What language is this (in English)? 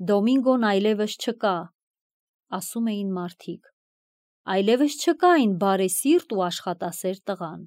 Armenian